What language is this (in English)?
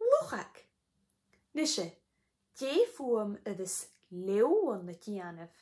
Scottish Gaelic